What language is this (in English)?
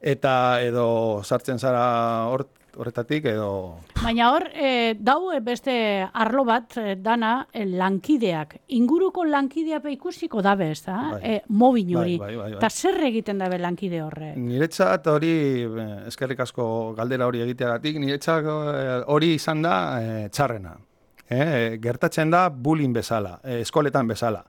Basque